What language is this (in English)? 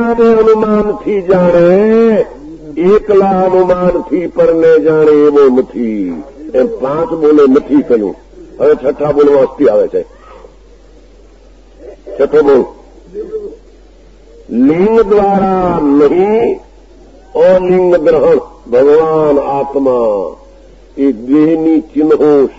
Gujarati